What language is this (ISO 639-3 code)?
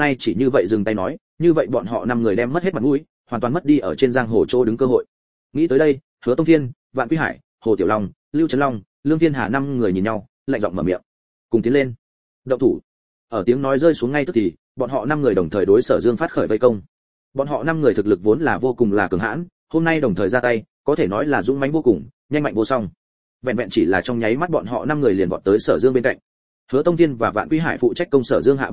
vie